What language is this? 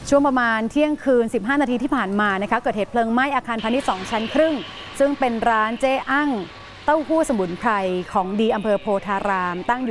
Thai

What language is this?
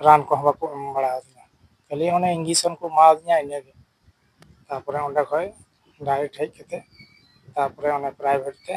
Santali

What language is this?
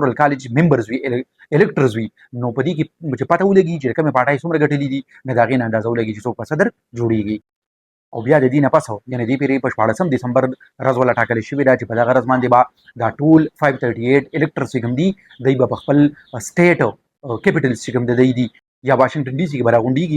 Pashto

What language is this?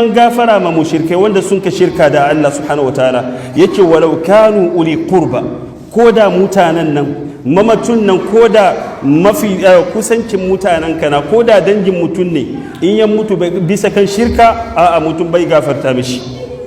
Hausa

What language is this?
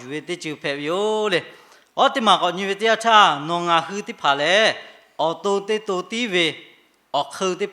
Lahu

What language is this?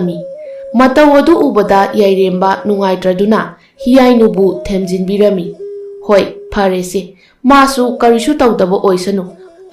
Manipuri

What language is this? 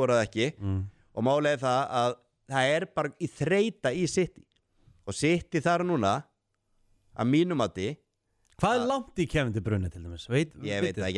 Icelandic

